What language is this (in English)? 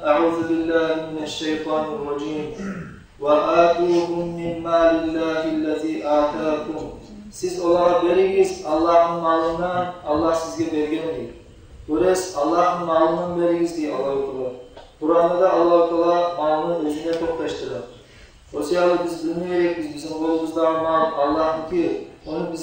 Kumyk